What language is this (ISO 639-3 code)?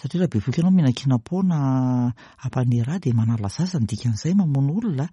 mlg